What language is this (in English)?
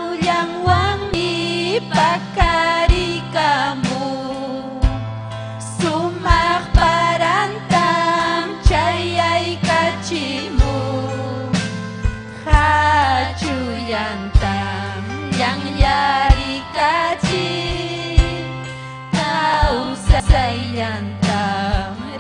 Ayacucho Quechua